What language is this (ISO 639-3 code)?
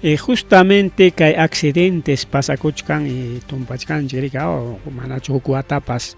quy